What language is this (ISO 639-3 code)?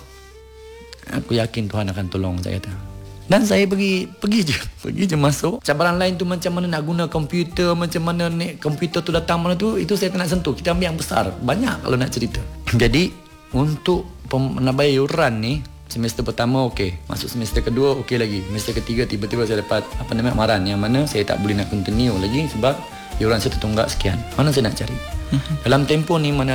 msa